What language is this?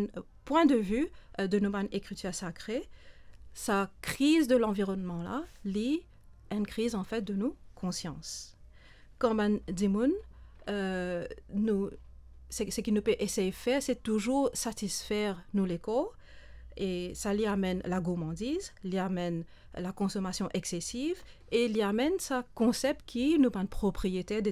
Morisyen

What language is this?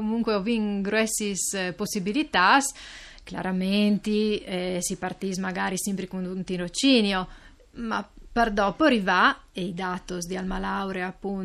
Friulian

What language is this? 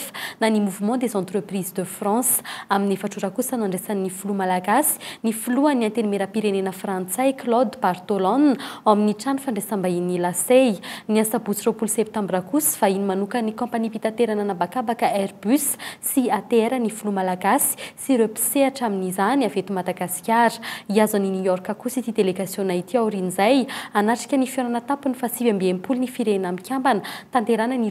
Malagasy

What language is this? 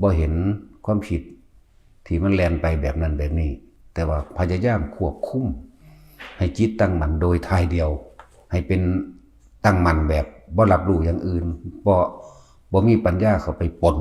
Northeastern Thai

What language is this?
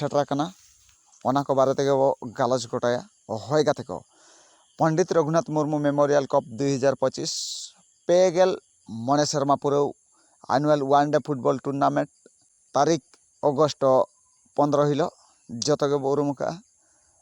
Santali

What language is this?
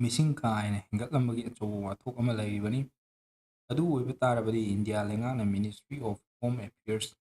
Manipuri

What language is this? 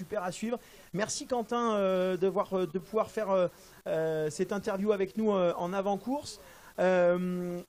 French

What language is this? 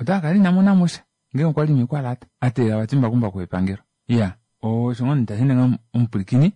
Kuanyama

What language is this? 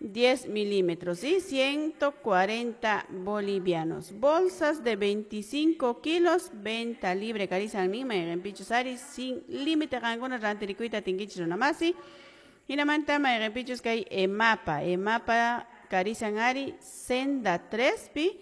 Quechua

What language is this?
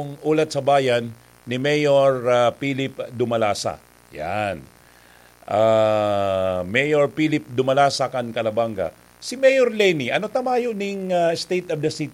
Bikol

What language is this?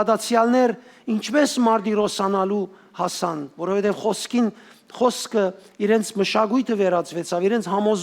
Western Armenian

